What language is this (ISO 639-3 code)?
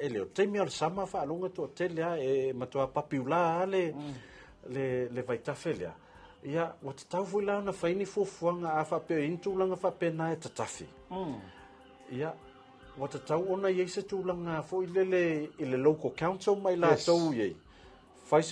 smo